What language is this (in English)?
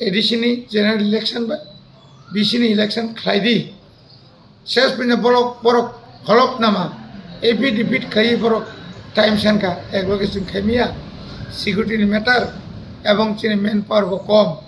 Kok Borok